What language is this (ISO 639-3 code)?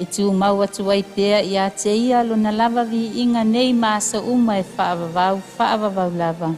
smo